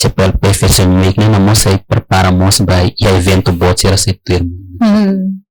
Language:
Tetum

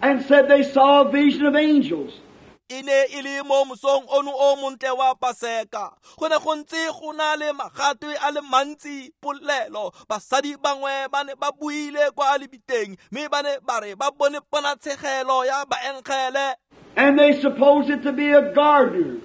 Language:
Tswana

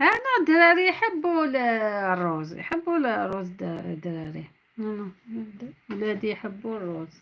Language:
Algerian Arabic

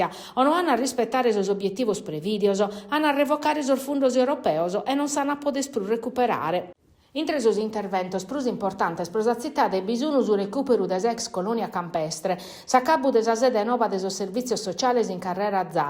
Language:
Sardinian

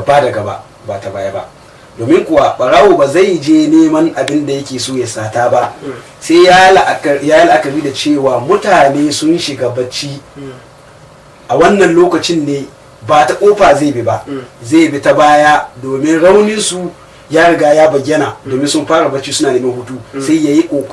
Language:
Hausa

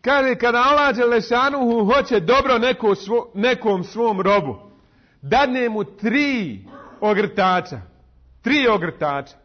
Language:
Bosnian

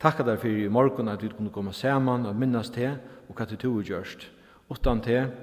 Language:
Faroese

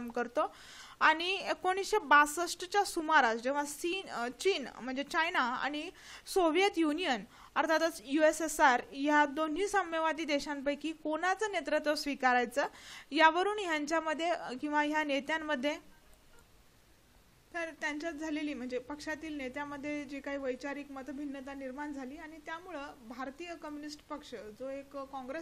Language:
Marathi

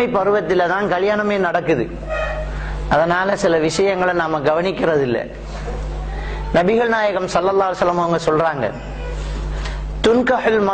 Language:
Tamil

